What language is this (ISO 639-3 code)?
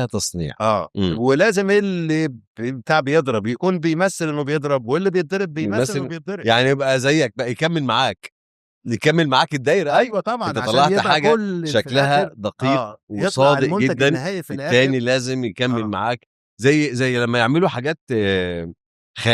arz